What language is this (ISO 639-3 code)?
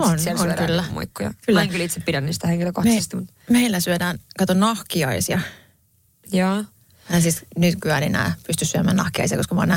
fin